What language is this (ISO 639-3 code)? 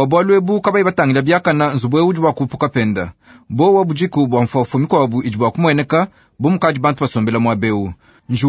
lua